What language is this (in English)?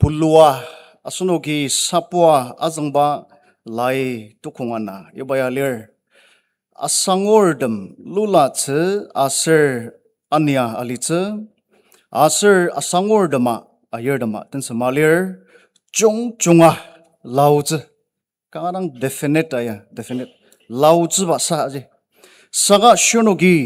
Ao Naga